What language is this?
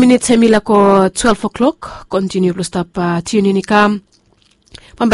Bislama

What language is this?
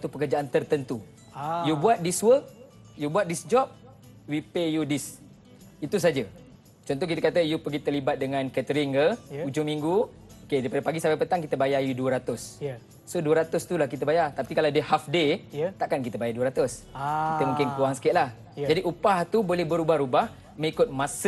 Malay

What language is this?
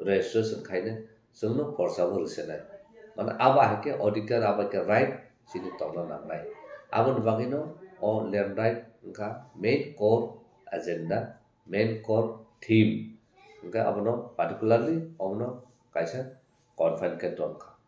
Kok Borok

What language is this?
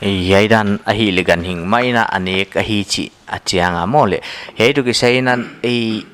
Paite Chin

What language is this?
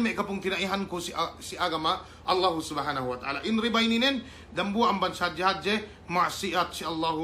Yakan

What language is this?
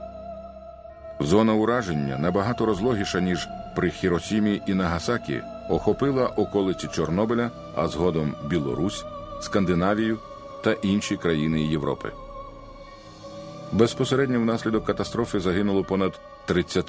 Ukrainian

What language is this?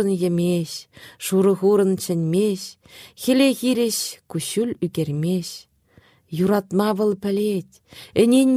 Chuvash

